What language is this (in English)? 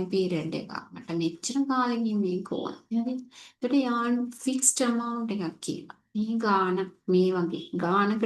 Sinhala